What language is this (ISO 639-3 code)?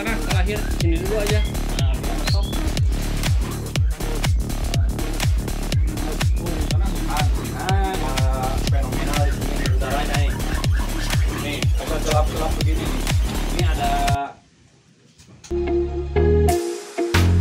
ind